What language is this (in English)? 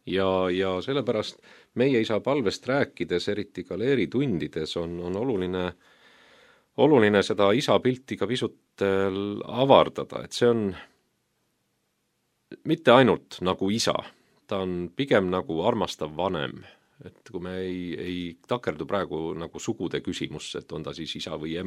Estonian